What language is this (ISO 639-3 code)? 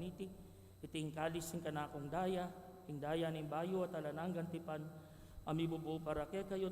pam